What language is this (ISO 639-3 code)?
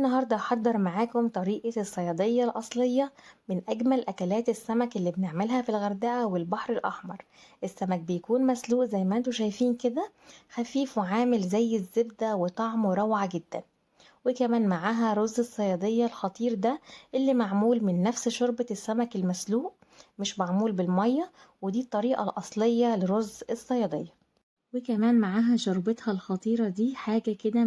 arz